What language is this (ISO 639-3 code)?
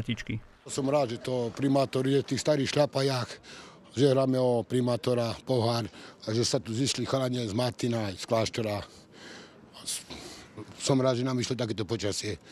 slk